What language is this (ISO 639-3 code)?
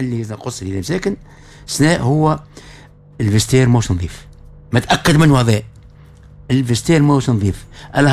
aeb